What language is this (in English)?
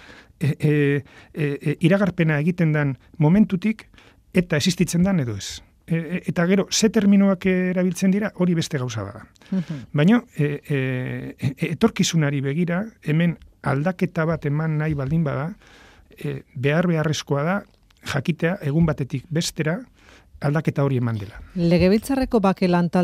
Basque